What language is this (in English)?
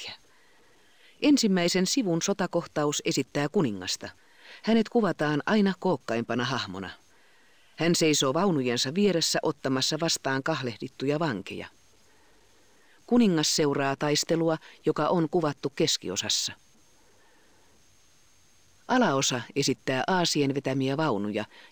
Finnish